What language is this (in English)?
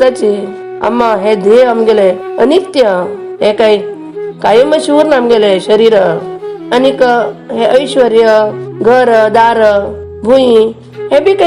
Konkani